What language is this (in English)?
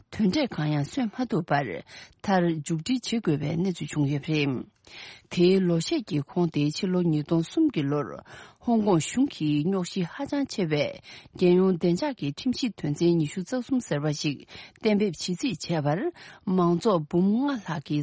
Tibetan